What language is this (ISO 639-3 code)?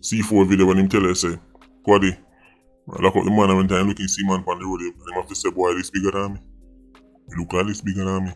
jam